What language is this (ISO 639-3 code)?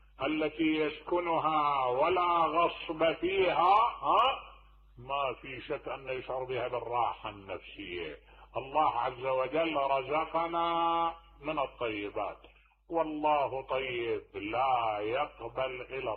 acm